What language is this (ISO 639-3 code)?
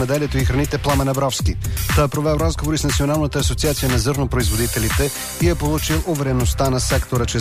bul